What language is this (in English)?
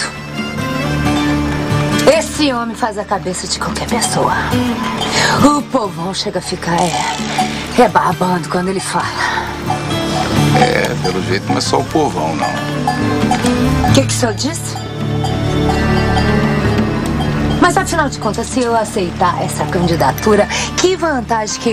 Portuguese